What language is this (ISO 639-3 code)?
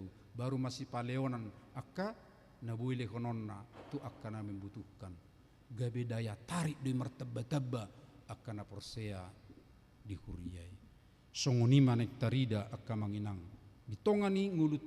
bbc